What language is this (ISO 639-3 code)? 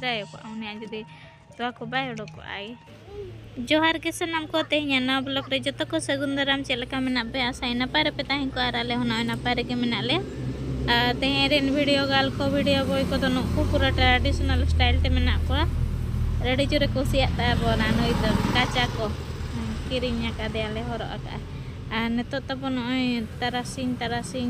sat